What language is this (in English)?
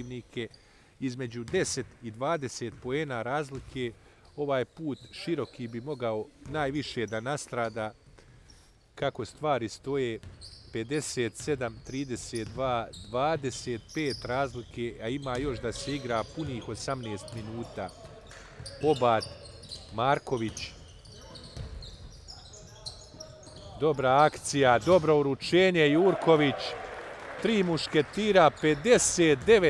Bosnian